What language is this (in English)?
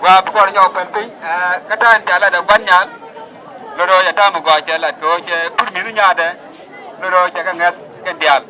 Nuer